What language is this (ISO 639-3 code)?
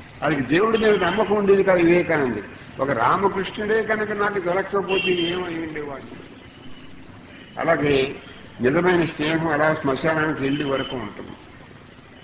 tel